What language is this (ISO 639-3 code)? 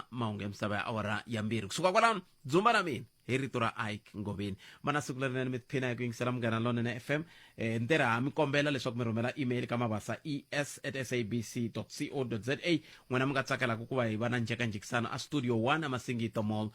tso